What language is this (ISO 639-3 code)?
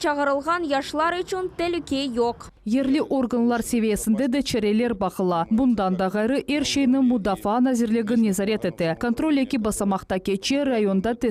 crh